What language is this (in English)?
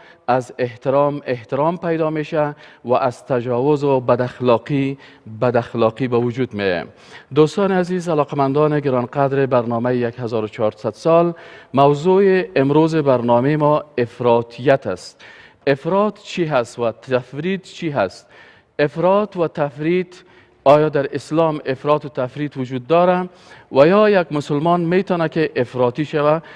Persian